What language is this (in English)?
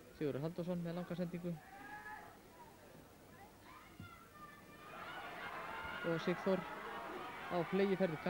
Icelandic